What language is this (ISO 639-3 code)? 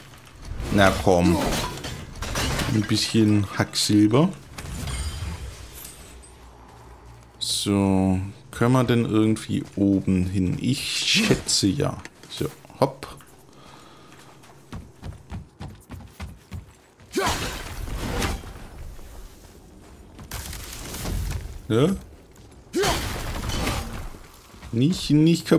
deu